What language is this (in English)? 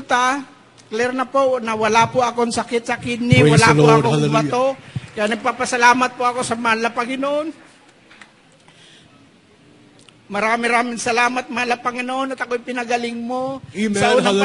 Filipino